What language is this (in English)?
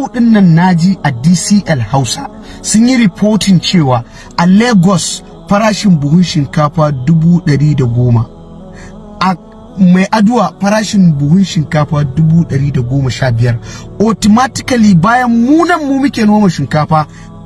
Hausa